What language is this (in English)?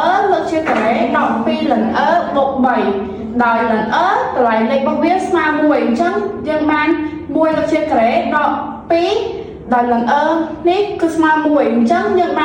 Khmer